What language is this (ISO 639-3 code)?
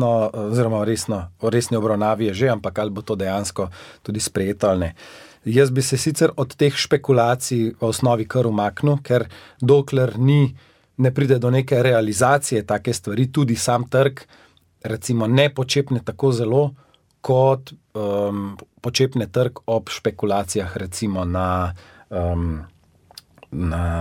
slv